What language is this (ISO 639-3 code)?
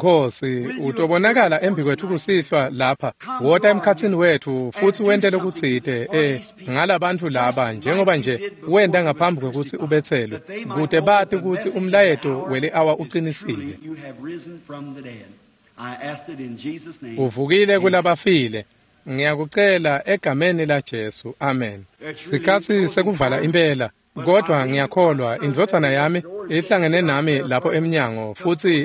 ssw